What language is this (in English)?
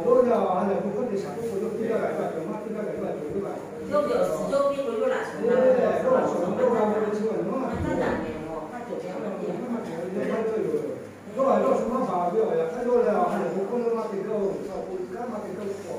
Lahu